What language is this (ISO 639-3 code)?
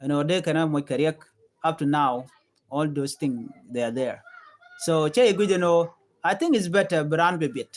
nus